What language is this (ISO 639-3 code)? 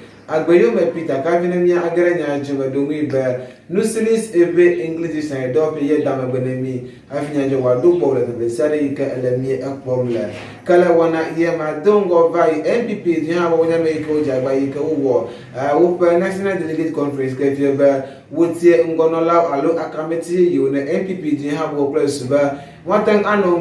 ewe